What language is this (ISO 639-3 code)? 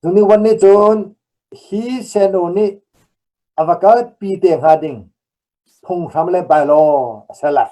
cnh